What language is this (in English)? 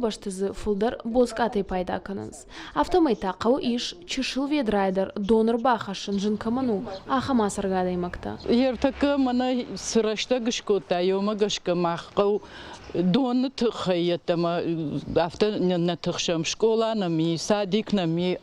Ossetic